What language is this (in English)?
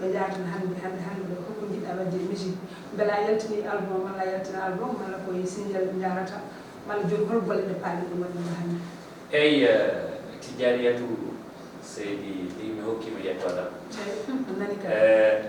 Fula